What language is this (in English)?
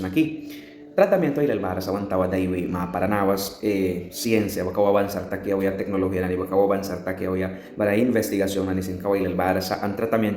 Mískito